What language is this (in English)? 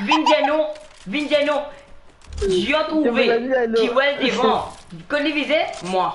Morisyen